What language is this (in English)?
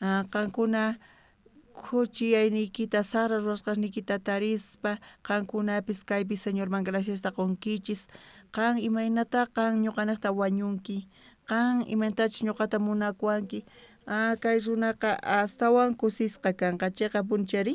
South Bolivian Quechua